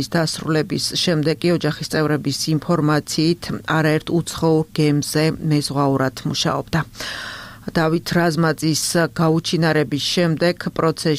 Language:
Georgian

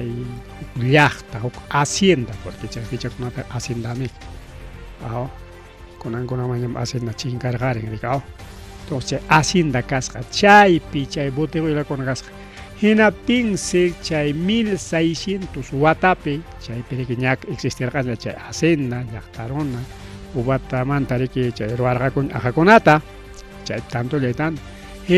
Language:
Ayacucho Quechua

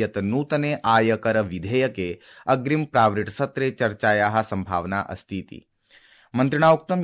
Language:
Sanskrit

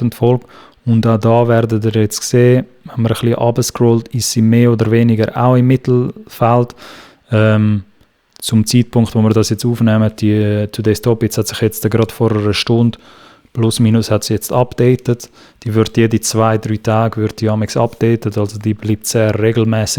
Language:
Swiss German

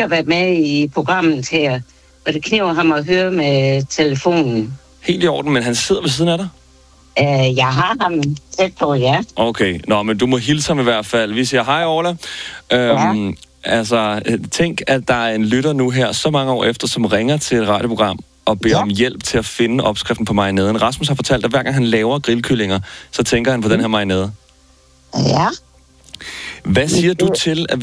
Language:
Danish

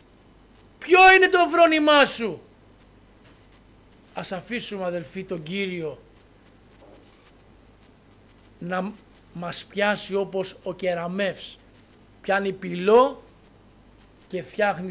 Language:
Greek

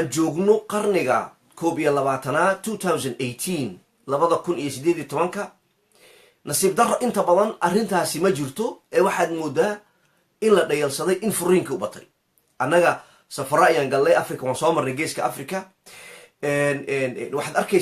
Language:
Somali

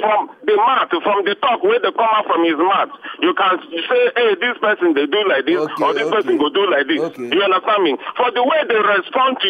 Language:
Nigerian Pidgin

